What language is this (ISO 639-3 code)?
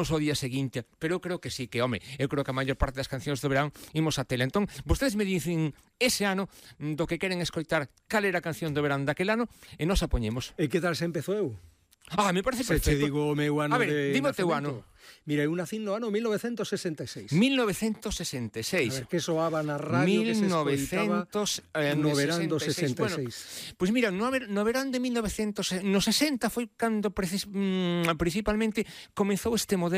glg